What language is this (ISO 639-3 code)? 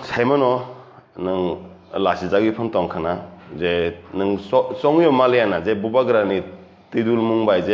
trp